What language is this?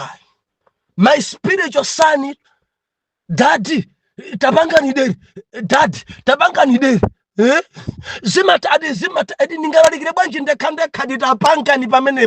Nyanja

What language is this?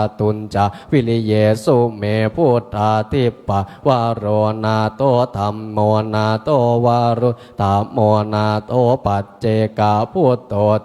Pali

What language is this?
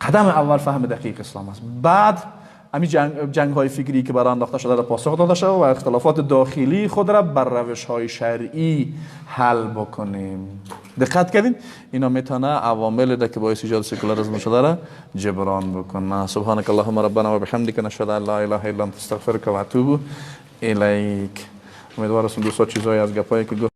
Persian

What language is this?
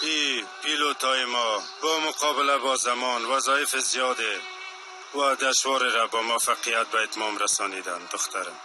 Persian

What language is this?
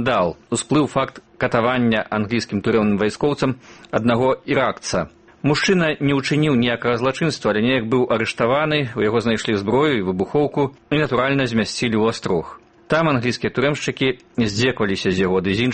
Belarusian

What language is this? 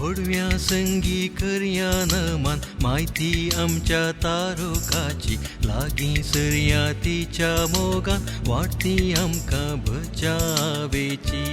Konkani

